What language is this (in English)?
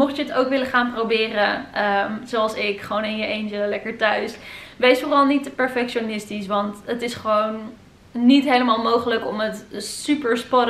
Dutch